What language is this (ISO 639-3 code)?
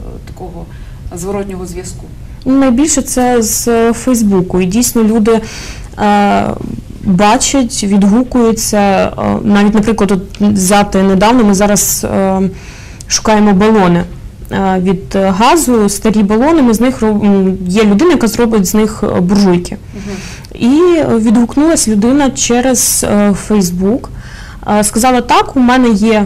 ukr